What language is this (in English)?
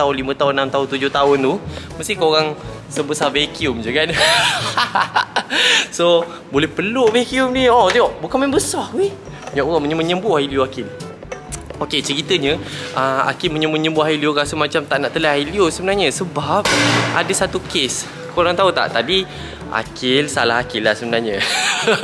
Malay